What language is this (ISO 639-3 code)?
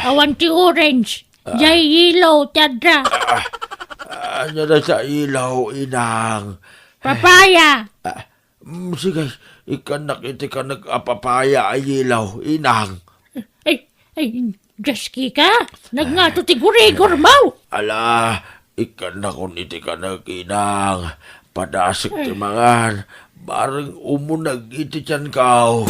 ilo